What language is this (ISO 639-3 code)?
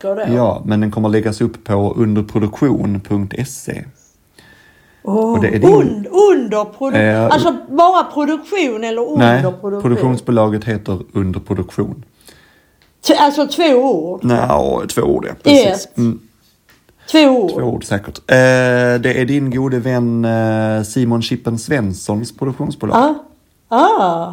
swe